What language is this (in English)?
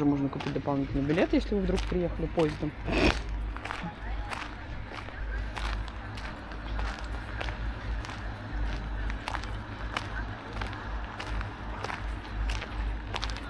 Russian